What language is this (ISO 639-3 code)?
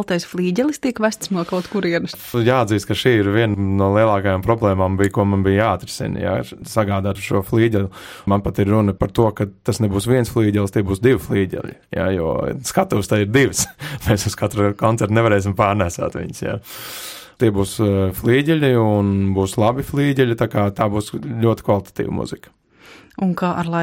lav